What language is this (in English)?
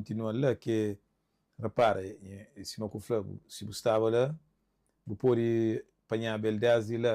Kabuverdianu